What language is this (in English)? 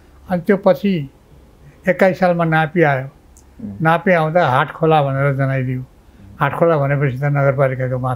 Nepali